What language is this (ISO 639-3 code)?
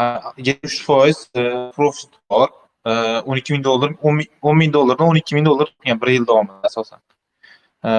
uzb